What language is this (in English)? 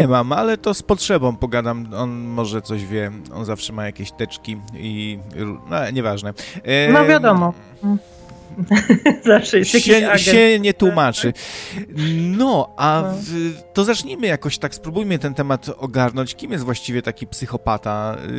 Polish